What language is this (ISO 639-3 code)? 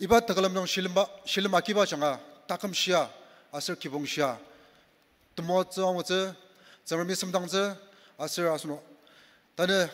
njo